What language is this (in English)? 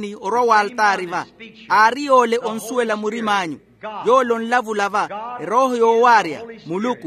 Makhuwa